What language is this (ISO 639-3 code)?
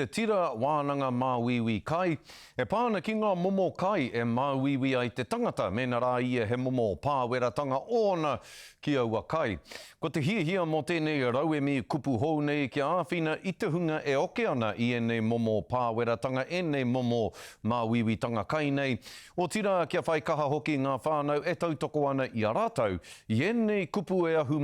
mri